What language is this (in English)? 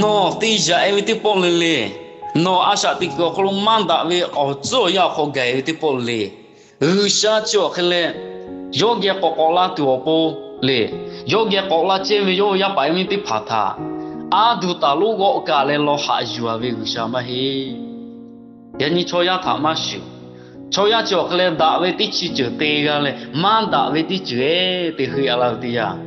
Lahu